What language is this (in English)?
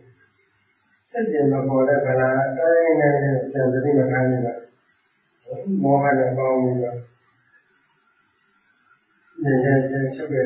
Burmese